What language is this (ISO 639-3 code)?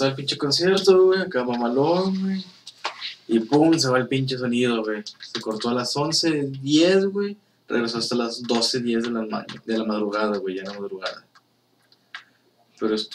spa